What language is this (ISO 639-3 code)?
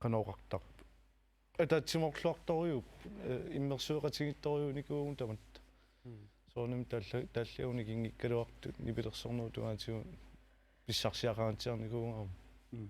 kal